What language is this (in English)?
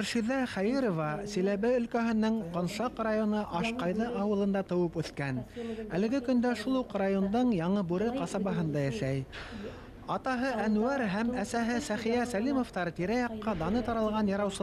Bashkir